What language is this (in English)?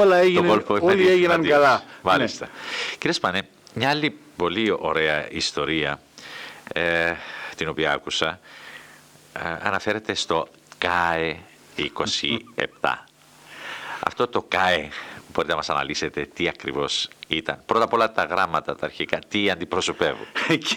Greek